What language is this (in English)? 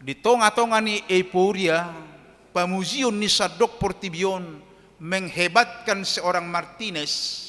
Batak Toba